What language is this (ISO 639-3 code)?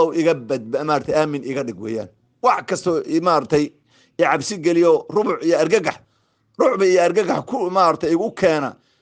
som